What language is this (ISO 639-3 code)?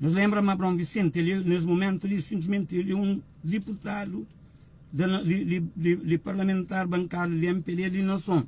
kea